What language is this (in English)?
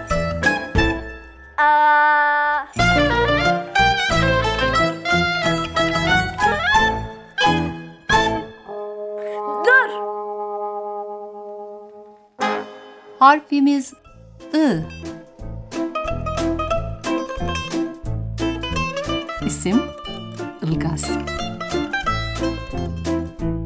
Turkish